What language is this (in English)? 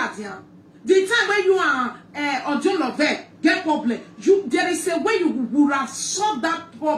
Nigerian Pidgin